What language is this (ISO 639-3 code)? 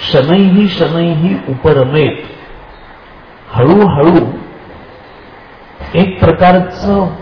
mar